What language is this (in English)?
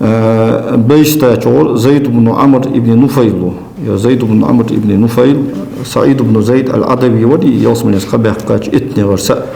Ingush